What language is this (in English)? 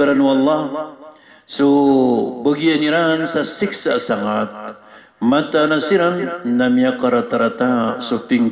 Maranao